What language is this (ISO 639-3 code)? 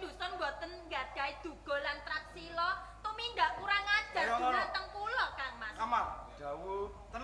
jav